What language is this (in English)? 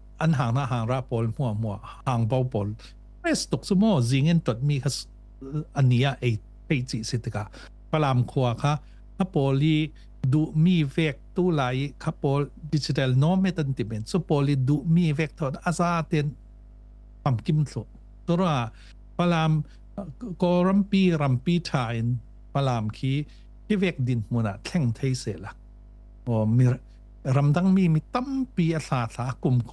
Falam Chin